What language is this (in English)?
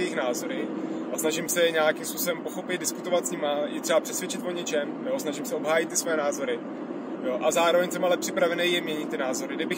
Czech